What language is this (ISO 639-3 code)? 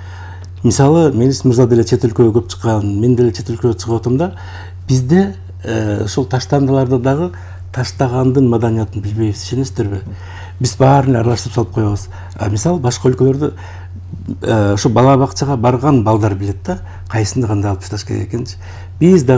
kir